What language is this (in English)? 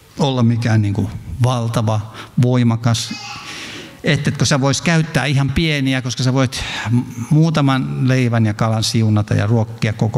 Finnish